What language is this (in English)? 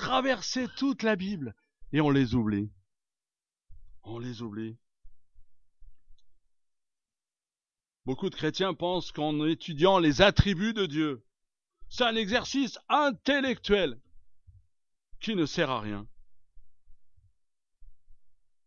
French